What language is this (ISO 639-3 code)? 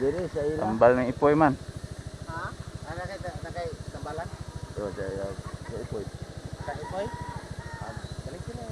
ceb